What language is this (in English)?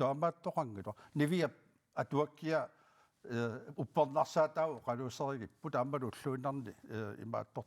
Kalaallisut